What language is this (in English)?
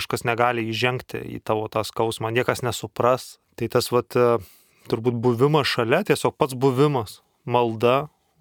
Lithuanian